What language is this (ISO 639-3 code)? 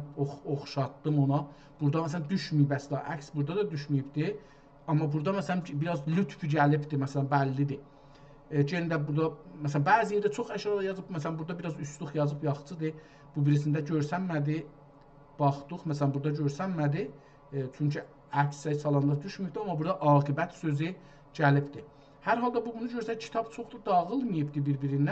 azb